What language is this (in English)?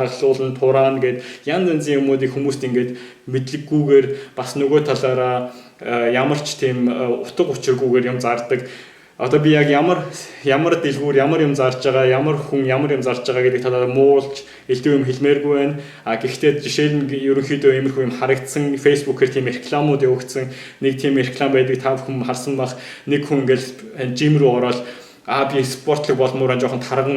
Mongolian